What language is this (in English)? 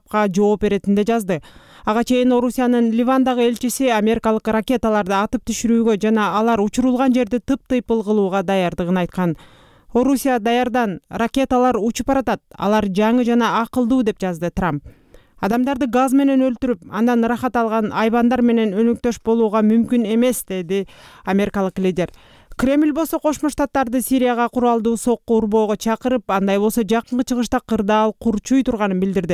Kyrgyz